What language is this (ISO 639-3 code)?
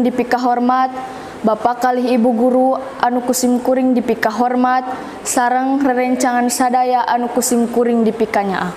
sun